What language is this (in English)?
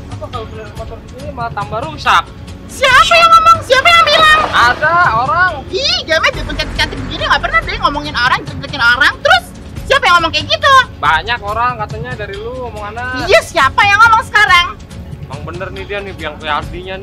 Betawi